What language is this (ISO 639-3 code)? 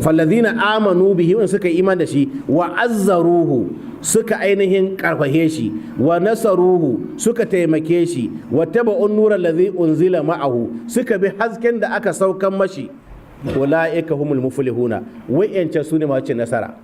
hau